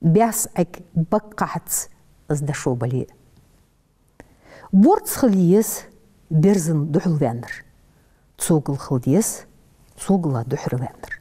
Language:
Ingush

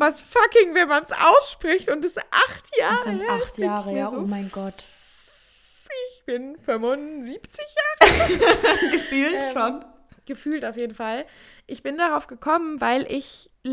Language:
German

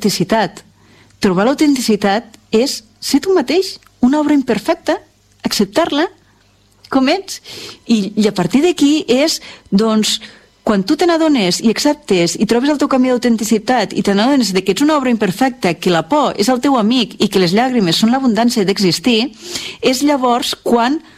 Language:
Catalan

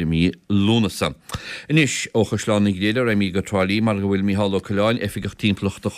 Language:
Irish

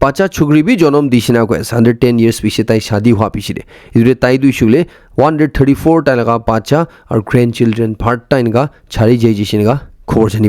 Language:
Naga Pidgin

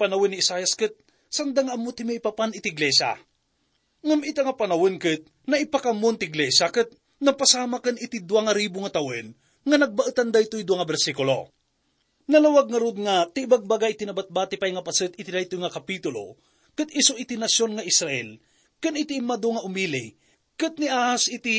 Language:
Iloko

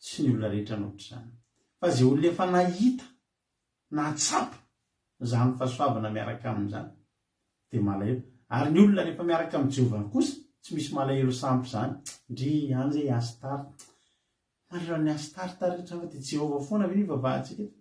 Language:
Malagasy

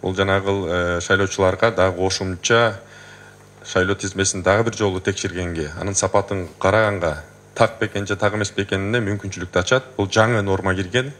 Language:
Kyrgyz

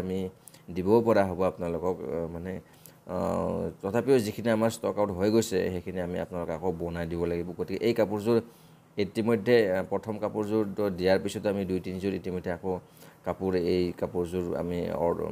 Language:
Assamese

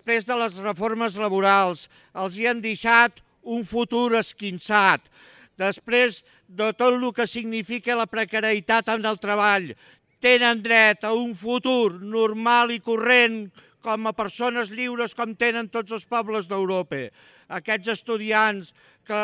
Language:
Catalan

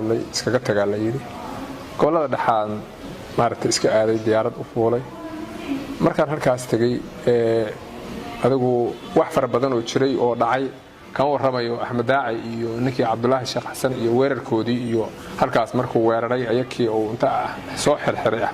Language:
Somali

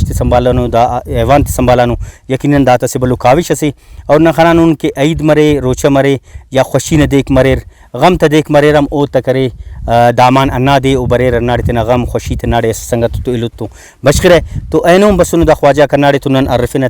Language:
Brahui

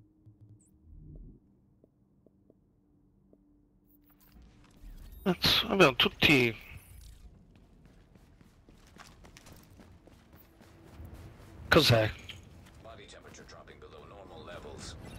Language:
Italian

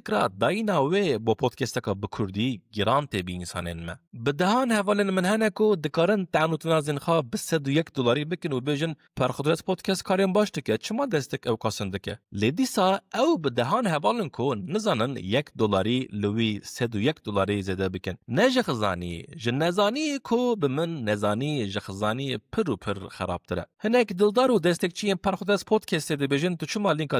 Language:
Kurdish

